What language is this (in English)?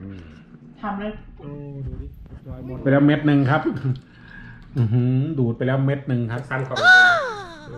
Thai